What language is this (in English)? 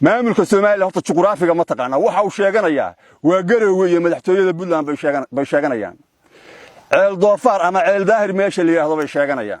Somali